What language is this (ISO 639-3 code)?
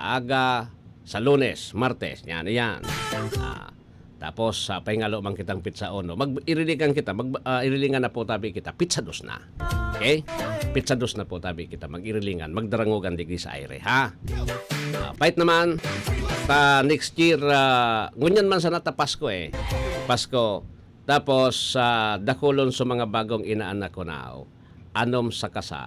bik